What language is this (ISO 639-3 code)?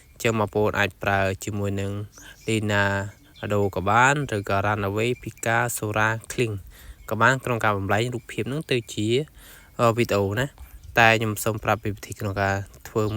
khm